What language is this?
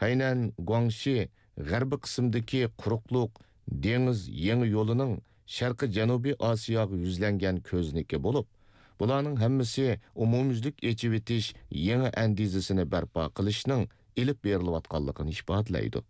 Uyghur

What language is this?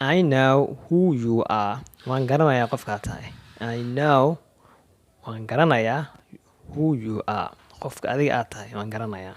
Somali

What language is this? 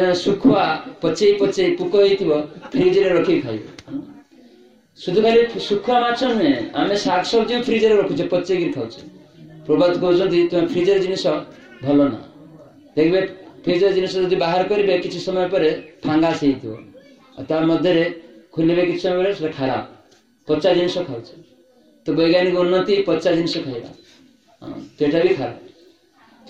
Odia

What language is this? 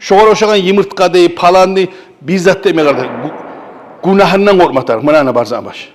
Kumyk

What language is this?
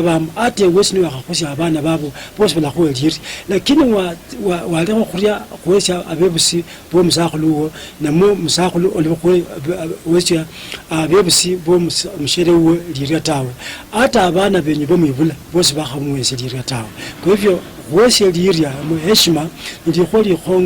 Luyia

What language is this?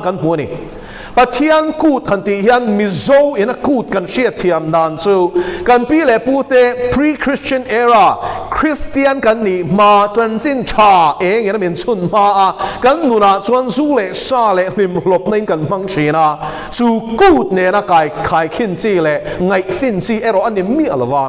Mizo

